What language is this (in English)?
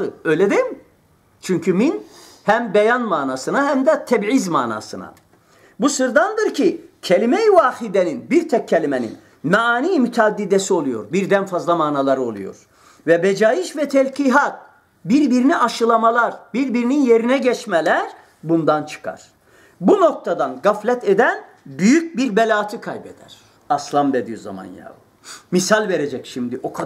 Turkish